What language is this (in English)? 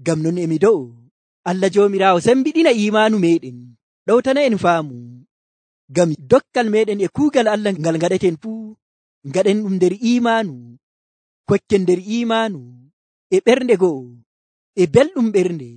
Nigerian Fulfulde